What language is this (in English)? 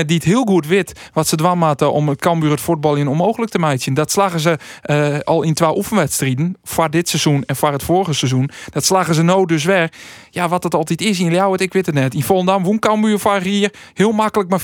Western Frisian